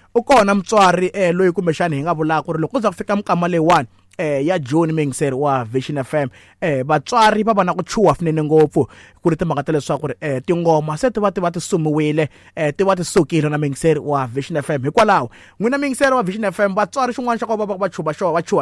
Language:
Tsonga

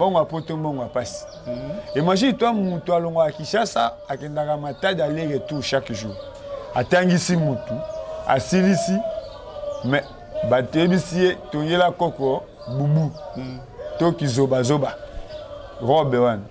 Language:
Lingala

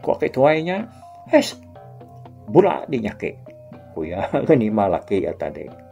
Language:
Iban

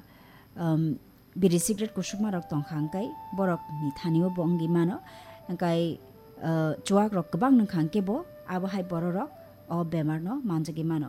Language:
Kok Borok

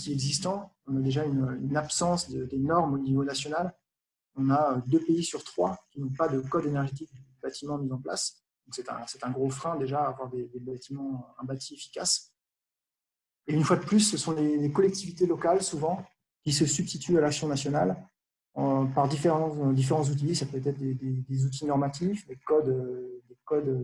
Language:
French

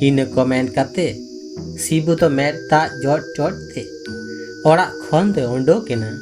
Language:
Santali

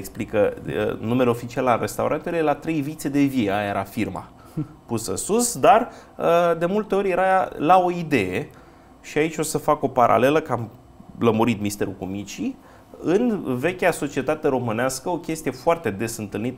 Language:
Romanian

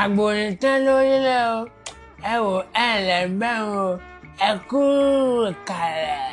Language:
Yoruba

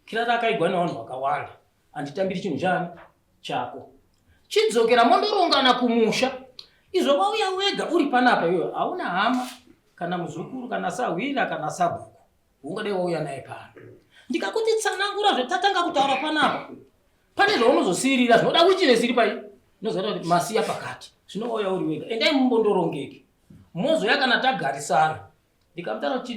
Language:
Shona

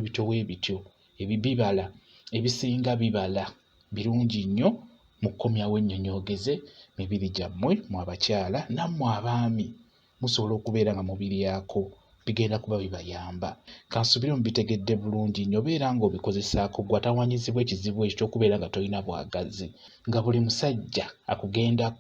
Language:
Ganda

